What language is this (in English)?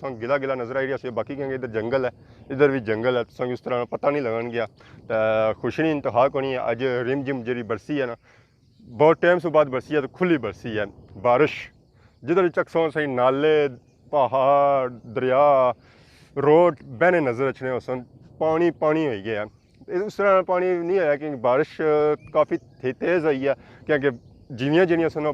Pahari-Potwari